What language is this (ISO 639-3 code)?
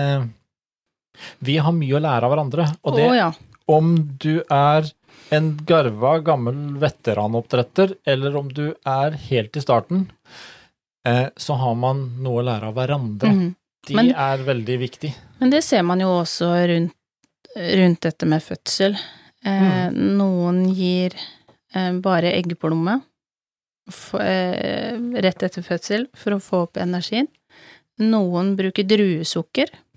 nor